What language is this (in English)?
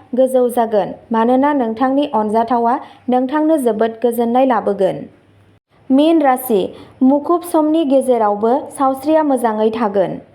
Bodo